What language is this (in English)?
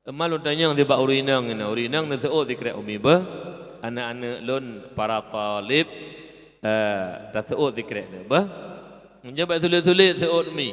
Achinese